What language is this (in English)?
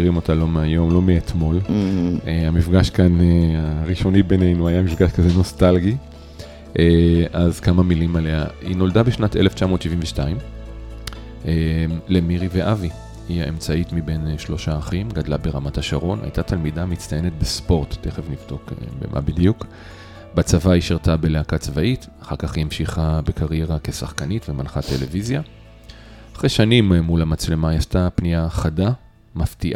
Hebrew